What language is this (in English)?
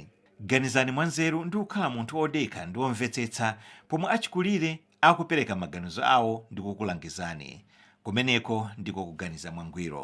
Nyanja